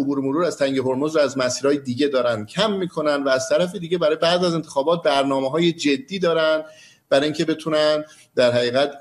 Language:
Persian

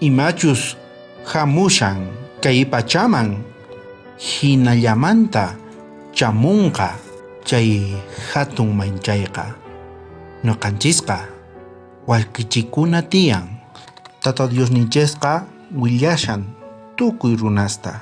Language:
South Bolivian Quechua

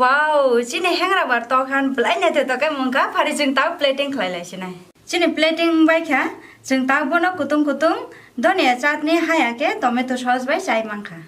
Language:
Kok Borok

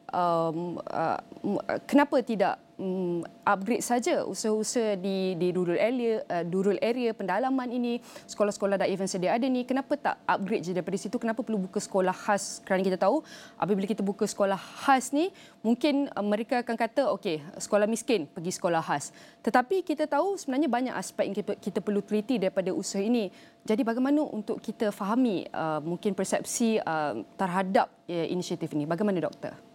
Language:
Malay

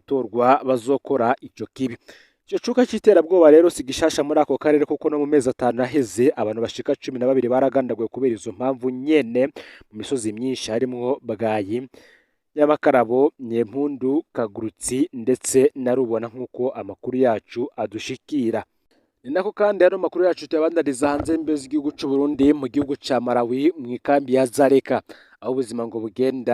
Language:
Rundi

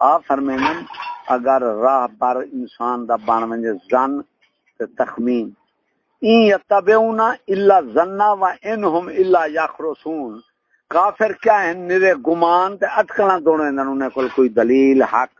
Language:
Saraiki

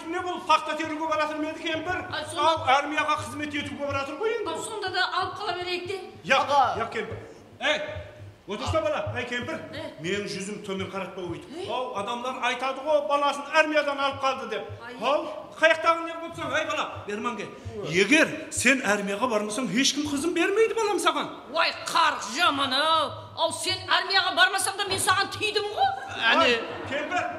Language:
Kara-Kalpak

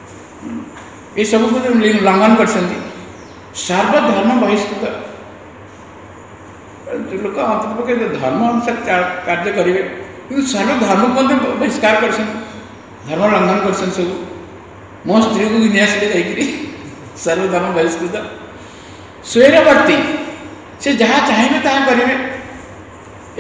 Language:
Odia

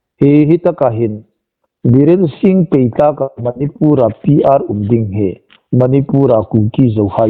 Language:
Hmar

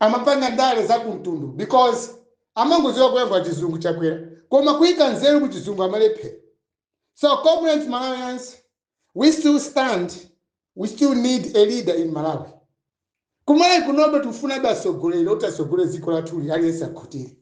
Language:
Nyanja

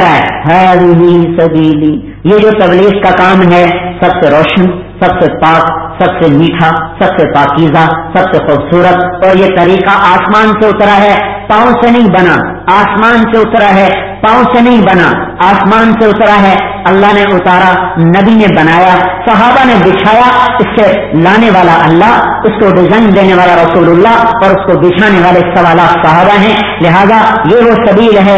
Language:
Urdu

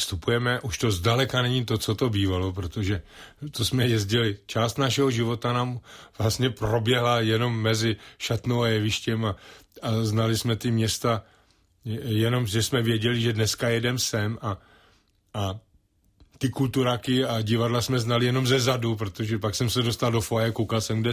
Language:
Czech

